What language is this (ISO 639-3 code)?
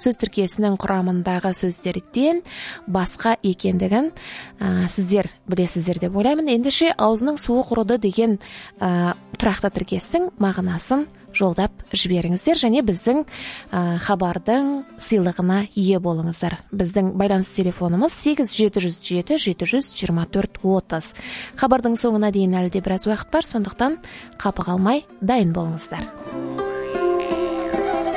kaz